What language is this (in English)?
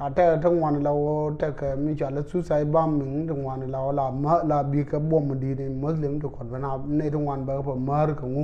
Nuer